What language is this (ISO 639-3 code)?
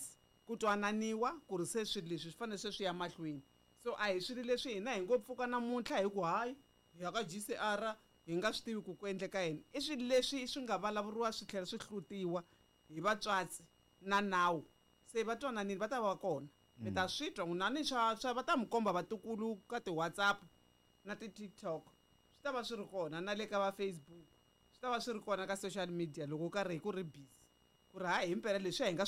tso